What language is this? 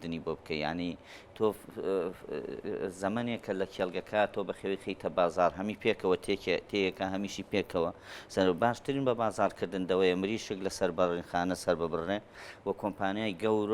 Central Kurdish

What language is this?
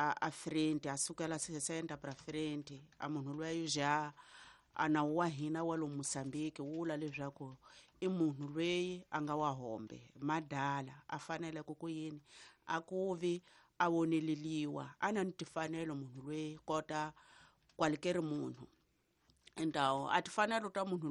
Tsonga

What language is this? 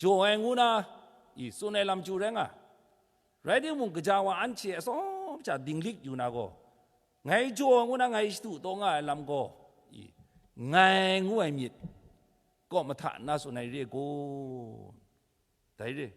Kachin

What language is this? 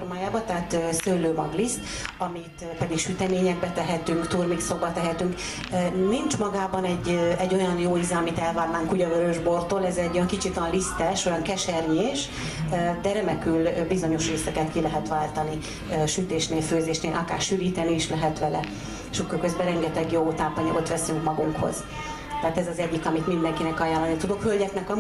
Hungarian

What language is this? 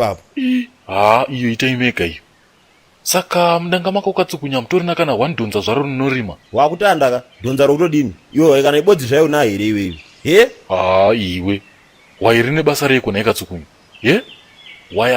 Shona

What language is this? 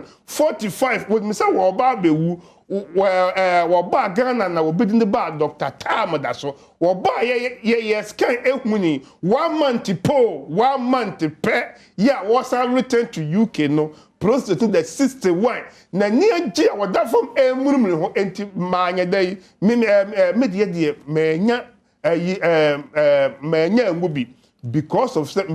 Akan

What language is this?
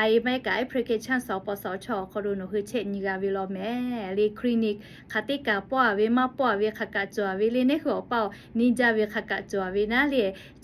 Lahu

